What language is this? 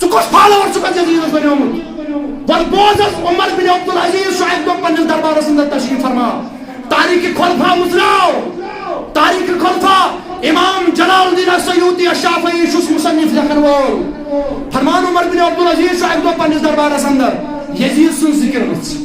Kashmiri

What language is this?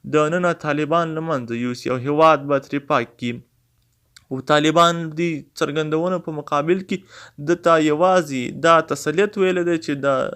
Pashto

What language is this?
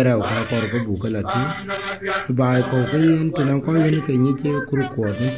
Dinka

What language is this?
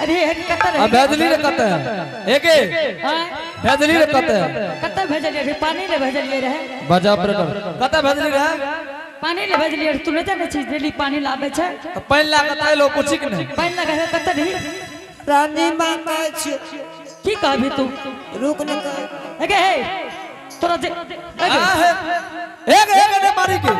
Angika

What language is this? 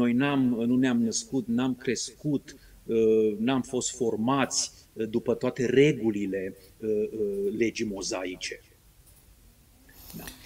Romanian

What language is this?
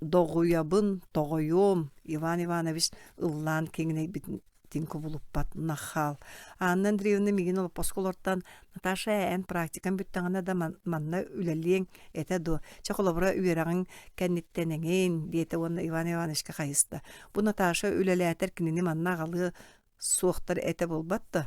Yakut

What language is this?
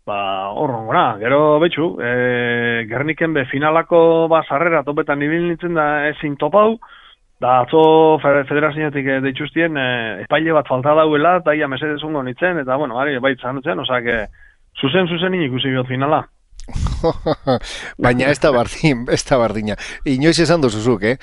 Basque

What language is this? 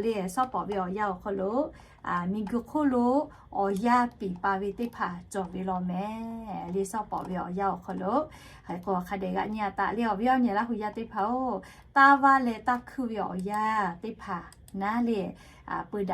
Lahu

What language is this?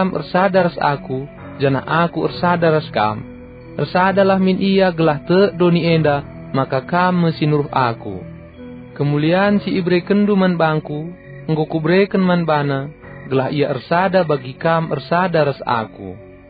Batak Karo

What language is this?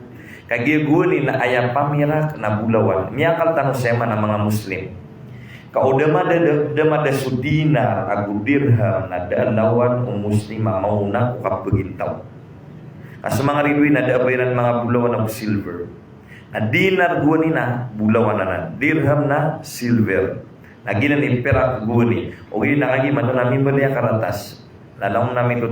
Maranao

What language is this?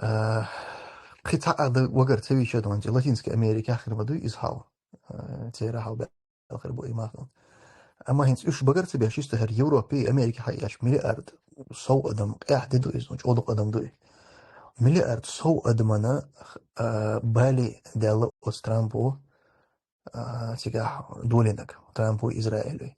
Chechen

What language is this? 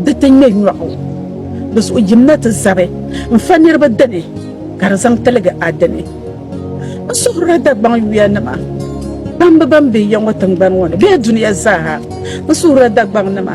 Dagbani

